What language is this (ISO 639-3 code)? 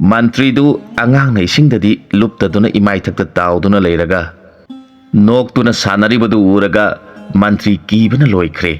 mni